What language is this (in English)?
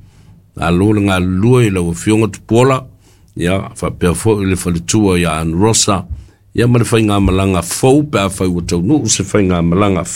Samoan